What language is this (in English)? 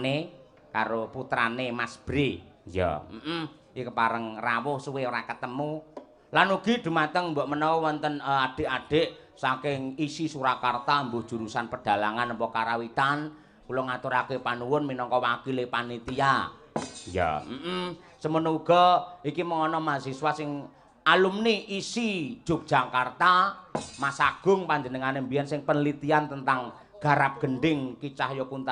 Javanese